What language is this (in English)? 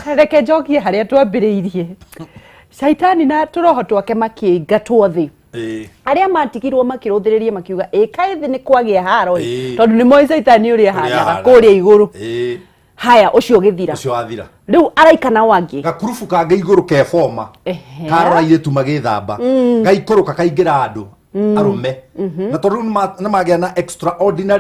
Kikuyu